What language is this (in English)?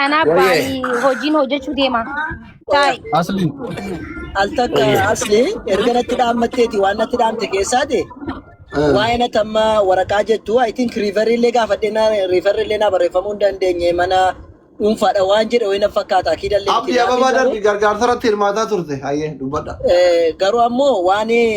Oromo